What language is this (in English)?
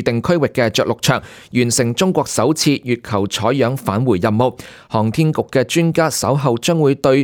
Cantonese